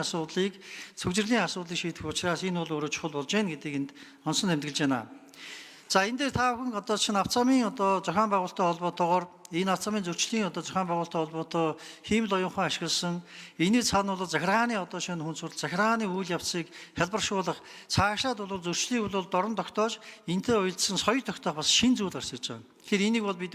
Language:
Mongolian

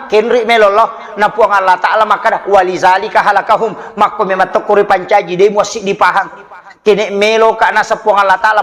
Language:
Buginese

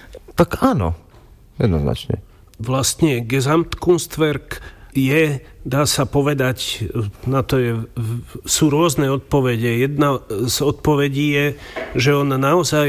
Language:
Slovak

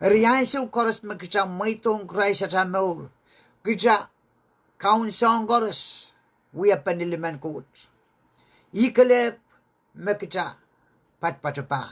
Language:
Pohnpeian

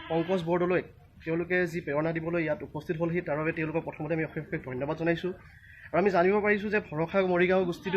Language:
Assamese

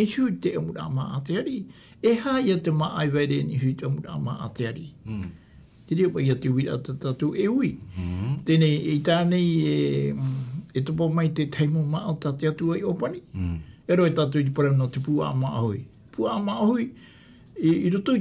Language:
Tahitian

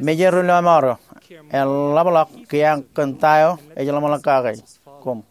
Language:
Marshallese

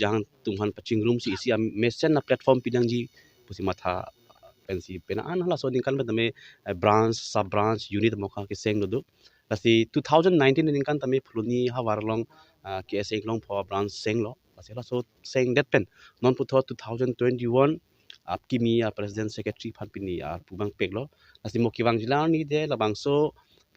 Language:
Karbi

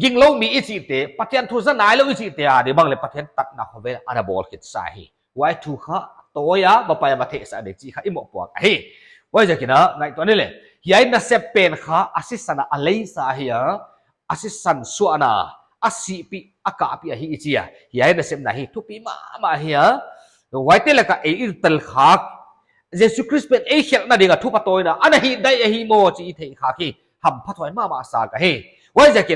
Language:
Paite Chin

